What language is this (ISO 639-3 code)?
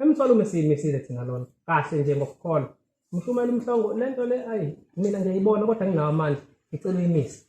zul